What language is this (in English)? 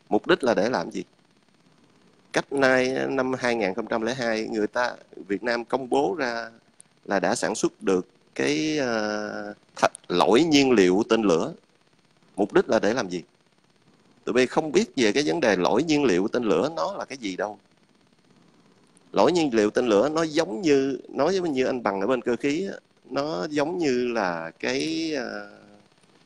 Vietnamese